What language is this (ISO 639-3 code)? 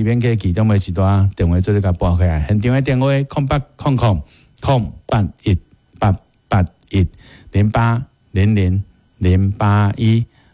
nan